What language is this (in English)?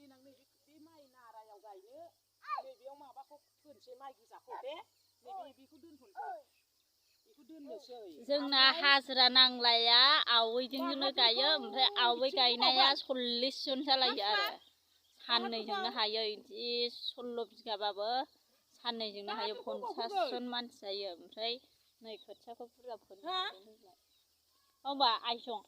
Bodo